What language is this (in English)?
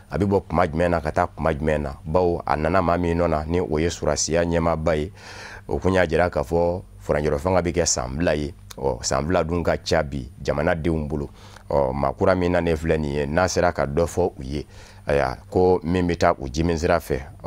Bambara